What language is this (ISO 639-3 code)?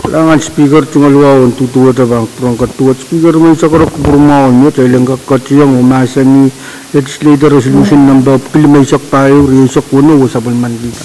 pon